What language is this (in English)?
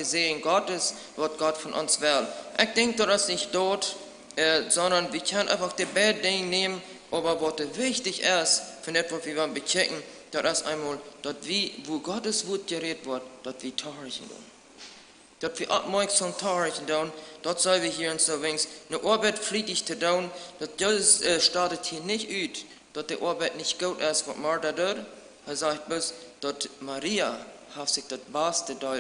Plautdietsch